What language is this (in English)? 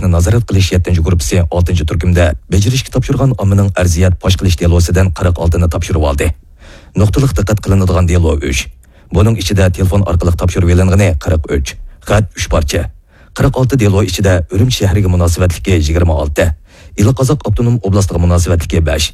Uyghur